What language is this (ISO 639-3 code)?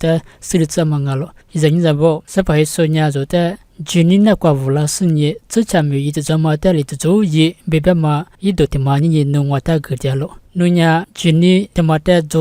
lis